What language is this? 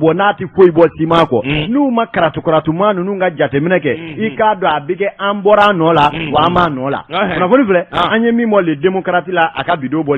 Bambara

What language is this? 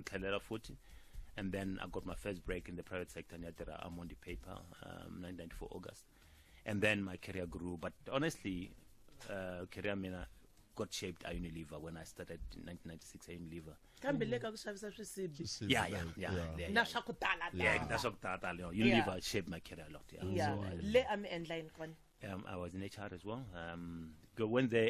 Tsonga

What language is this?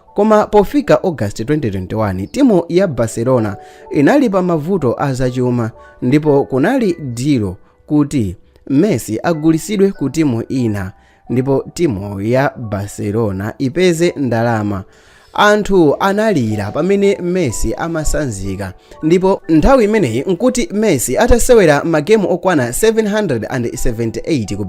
Nyanja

